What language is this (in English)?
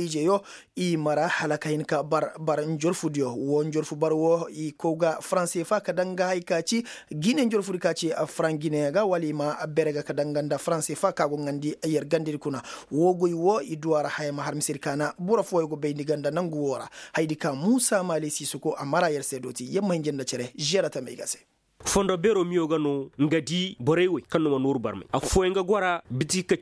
Koyraboro Senni